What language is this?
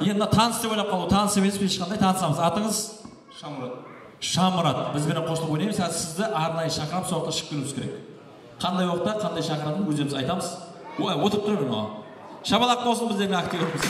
Kara-Kalpak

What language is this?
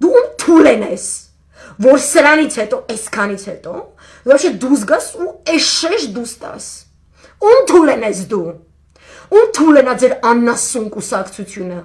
Armenian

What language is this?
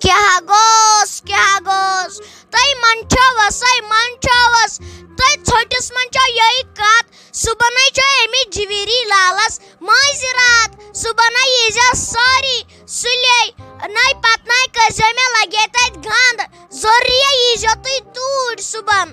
Kashmiri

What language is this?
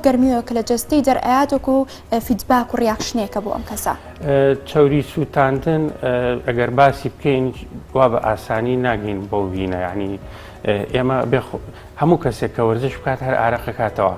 Central Kurdish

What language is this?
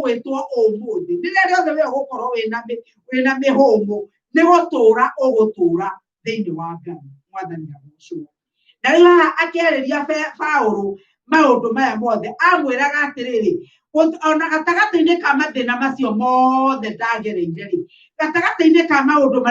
Kikuyu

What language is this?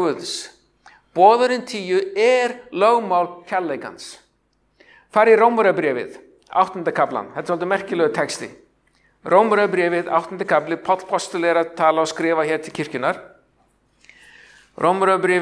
Icelandic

